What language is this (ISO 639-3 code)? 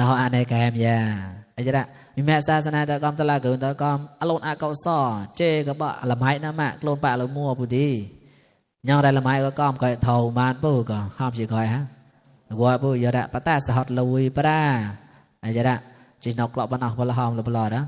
mnw